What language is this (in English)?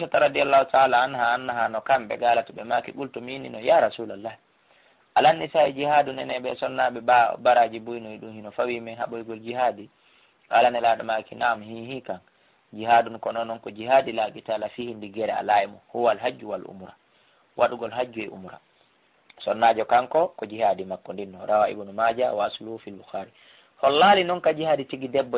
Fula